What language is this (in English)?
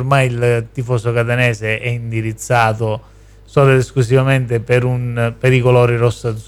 Italian